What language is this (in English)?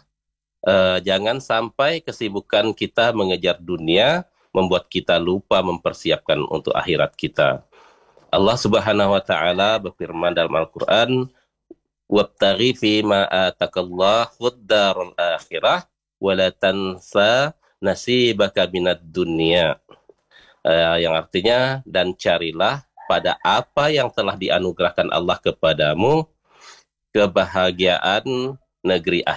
Indonesian